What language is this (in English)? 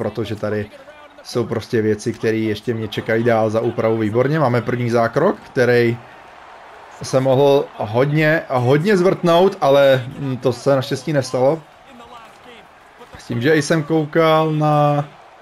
Czech